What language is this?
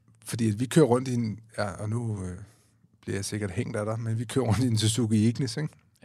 Danish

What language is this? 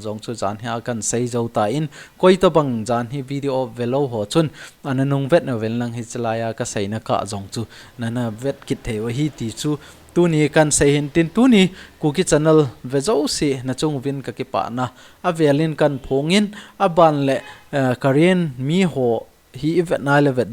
Thado Chin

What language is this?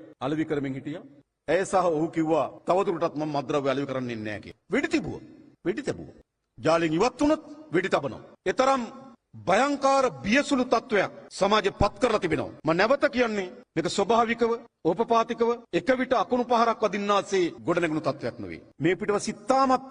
Sinhala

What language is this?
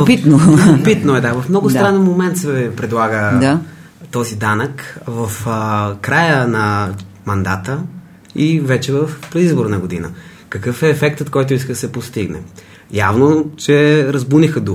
Bulgarian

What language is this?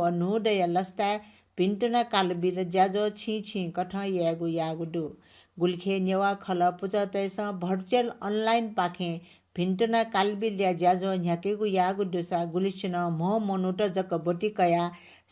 Newari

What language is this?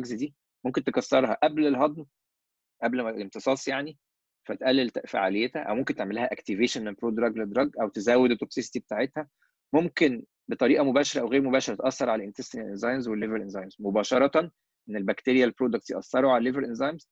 Egyptian Arabic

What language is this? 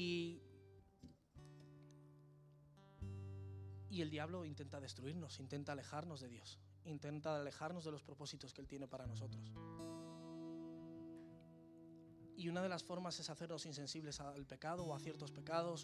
Spanish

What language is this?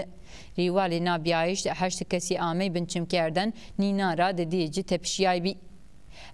Zaza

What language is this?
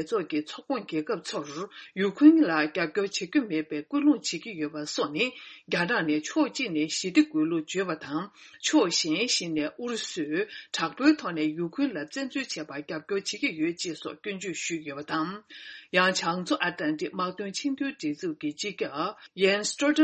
Tibetan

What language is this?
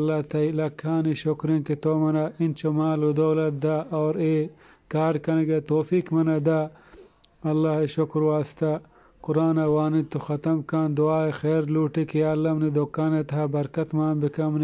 Eastern Balochi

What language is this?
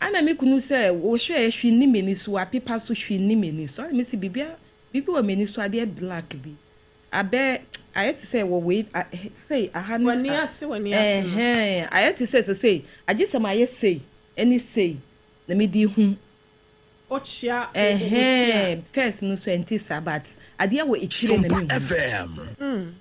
Akan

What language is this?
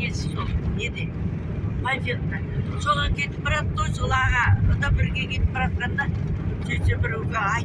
Kazakh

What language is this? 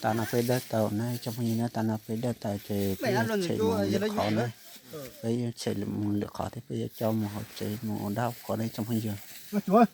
Hmong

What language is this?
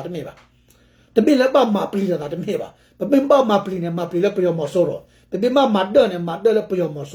S'gaw Karen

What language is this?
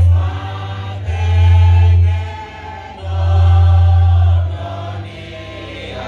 Nias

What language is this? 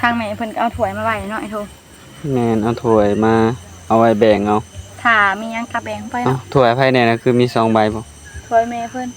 Northeastern Thai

